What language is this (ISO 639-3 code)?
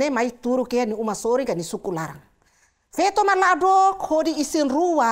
tet